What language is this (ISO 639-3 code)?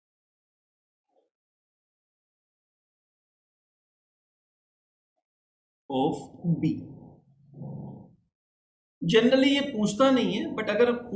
hin